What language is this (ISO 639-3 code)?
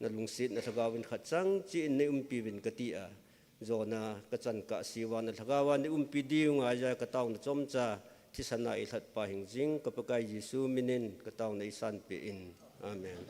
tcz